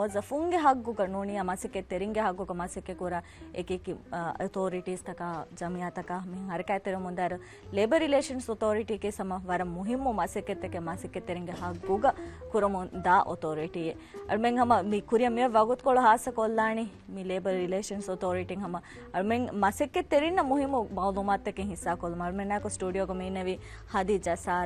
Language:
Divehi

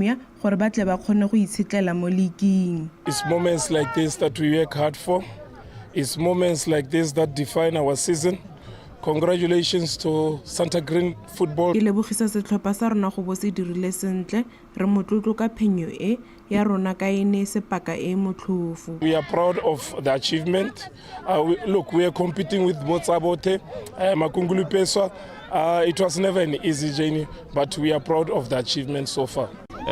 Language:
Tswana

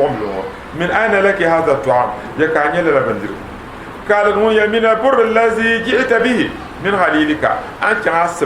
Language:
Dagbani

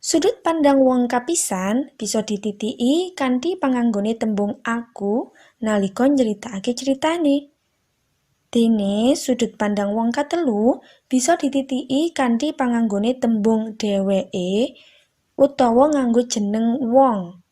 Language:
Javanese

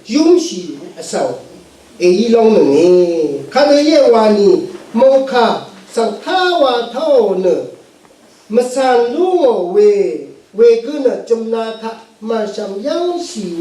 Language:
Rawang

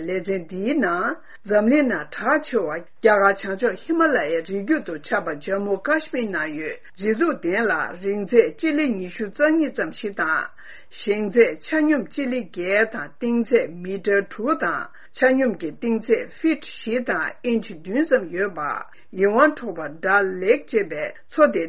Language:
Tibetan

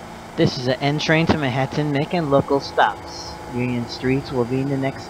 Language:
English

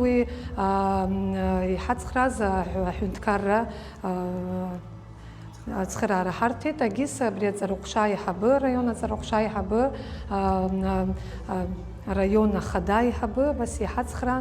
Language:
Abkhazian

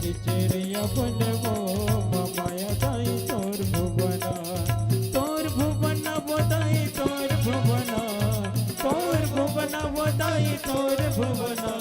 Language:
Chhattisgarhi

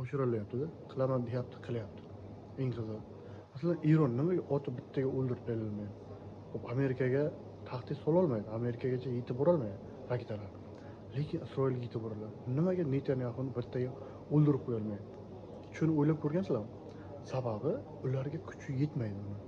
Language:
Uzbek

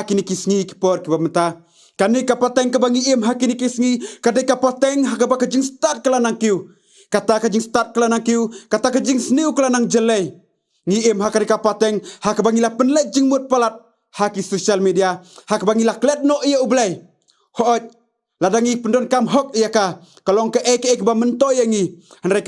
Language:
Khasi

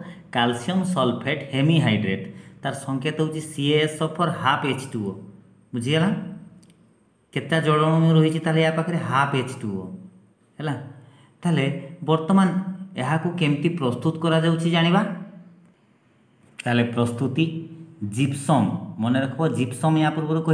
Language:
Odia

